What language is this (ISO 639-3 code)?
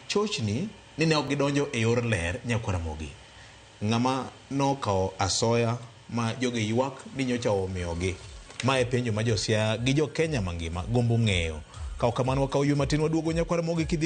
luo